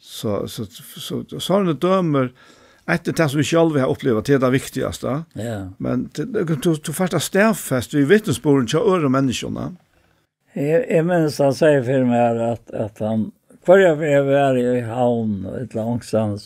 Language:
Faroese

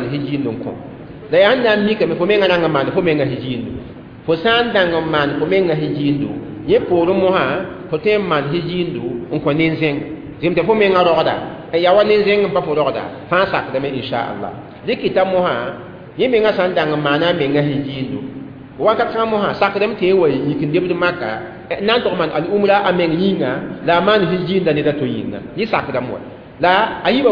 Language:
Mossi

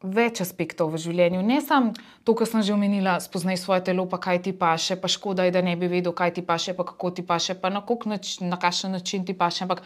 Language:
Slovenian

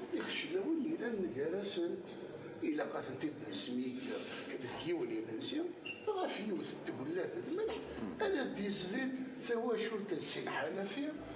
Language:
Kabyle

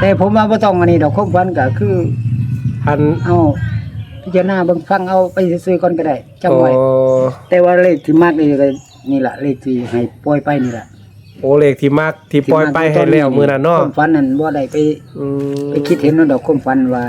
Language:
Northeastern Thai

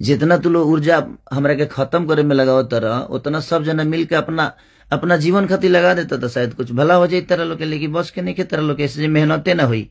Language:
Bhojpuri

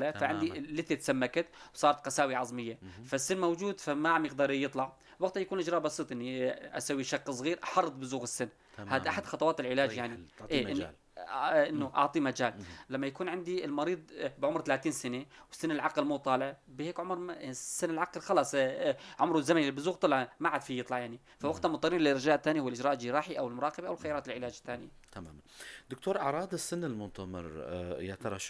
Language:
North Levantine Arabic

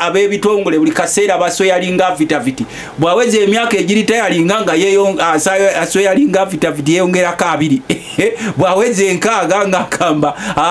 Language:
Ganda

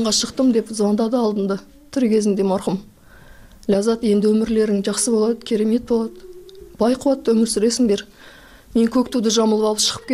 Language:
Kyrgyz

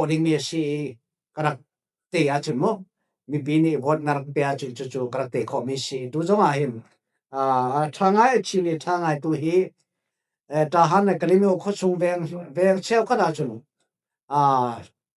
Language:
Falam Chin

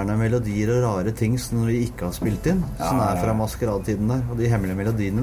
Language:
Norwegian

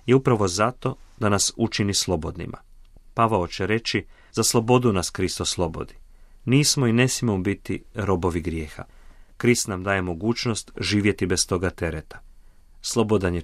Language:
Croatian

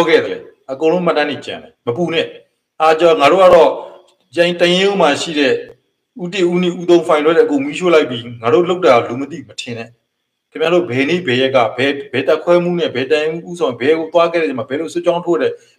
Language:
Burmese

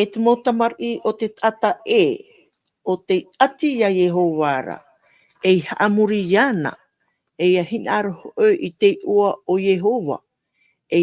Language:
Tahitian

